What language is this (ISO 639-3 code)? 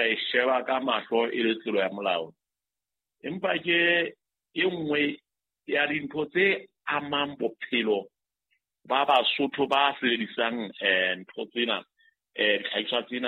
sot